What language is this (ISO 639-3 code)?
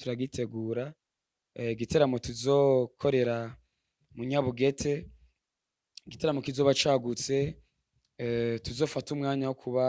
run